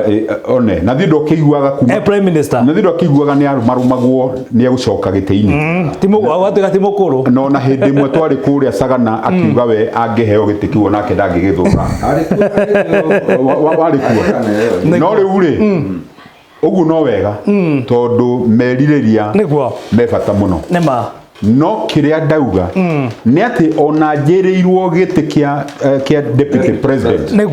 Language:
Kikuyu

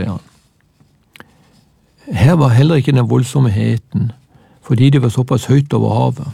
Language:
Norwegian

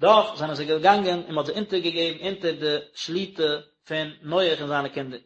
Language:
Yiddish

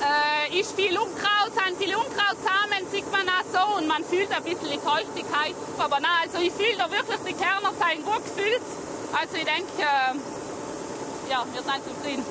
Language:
Swiss German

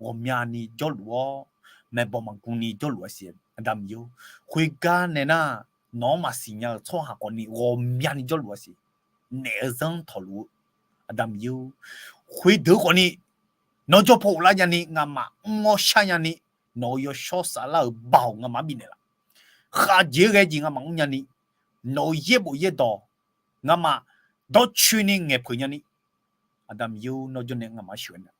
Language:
Akha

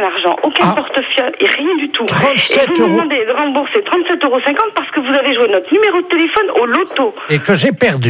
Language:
French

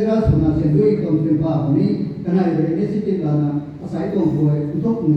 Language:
Rongmei Naga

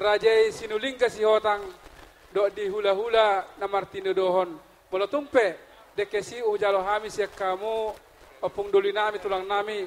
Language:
Batak Toba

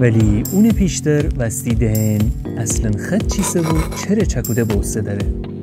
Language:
Gilaki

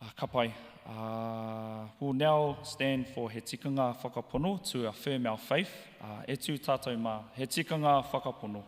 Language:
Māori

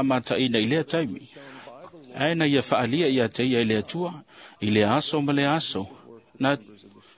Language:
Samoan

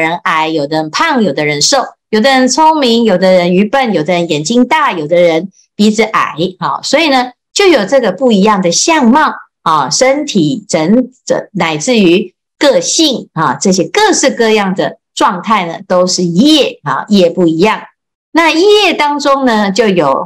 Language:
Chinese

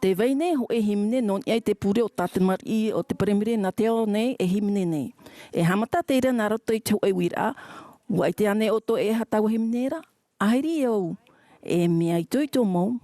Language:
Tahitian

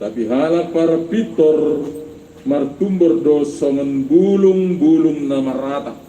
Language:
Batak Simalungun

